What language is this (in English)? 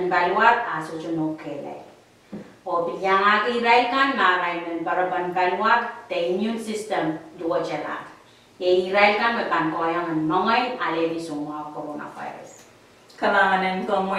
Pohnpeian